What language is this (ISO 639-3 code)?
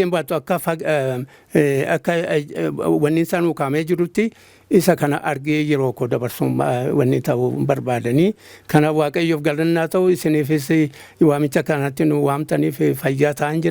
orm